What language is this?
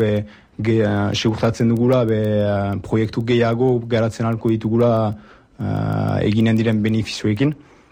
Basque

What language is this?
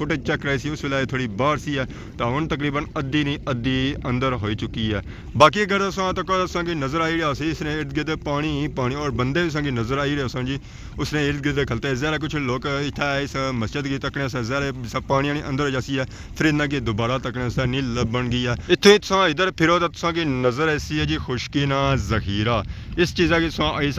Pahari-Potwari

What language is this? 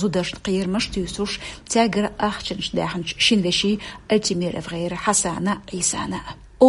Chechen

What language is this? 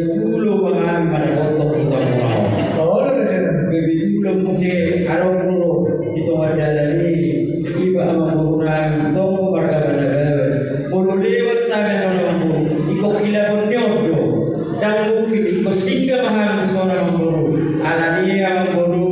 Batak Toba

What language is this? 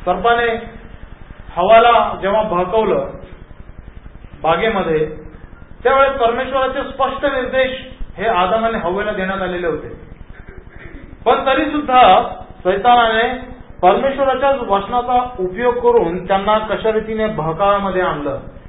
Marathi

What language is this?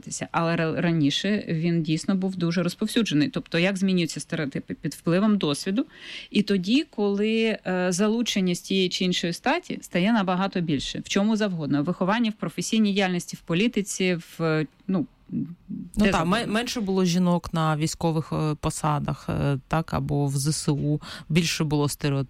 Ukrainian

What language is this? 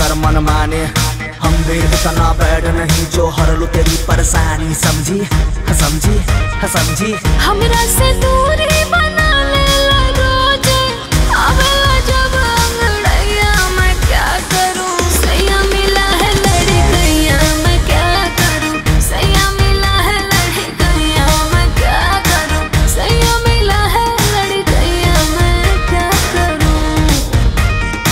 Bhojpuri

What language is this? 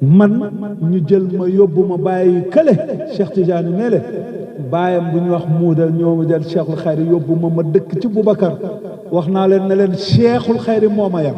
Wolof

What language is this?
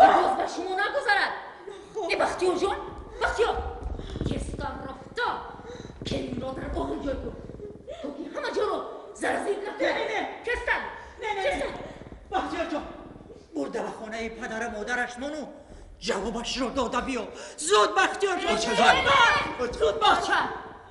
Tajik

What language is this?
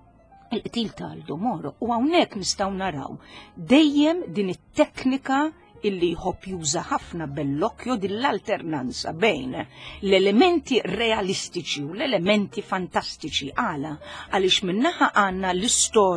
Maltese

